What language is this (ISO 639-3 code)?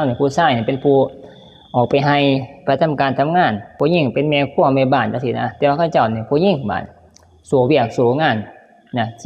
tts